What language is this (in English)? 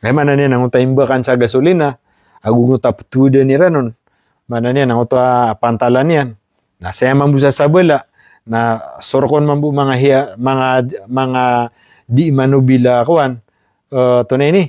Maranao